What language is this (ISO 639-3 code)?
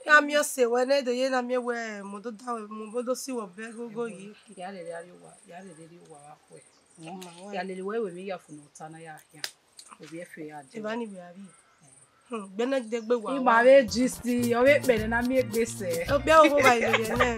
bin